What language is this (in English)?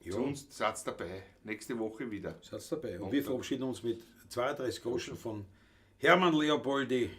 Bavarian